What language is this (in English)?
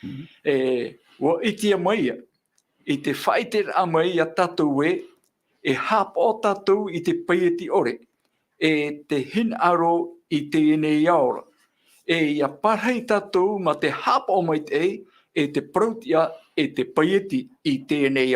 Tahitian